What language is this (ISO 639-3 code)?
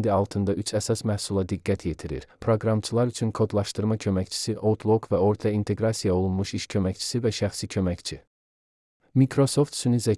aze